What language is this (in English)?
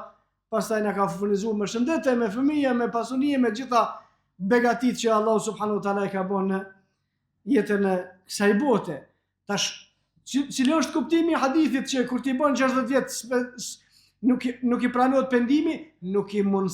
Albanian